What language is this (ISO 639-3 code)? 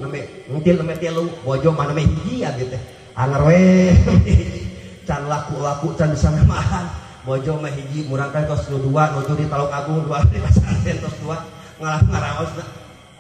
sun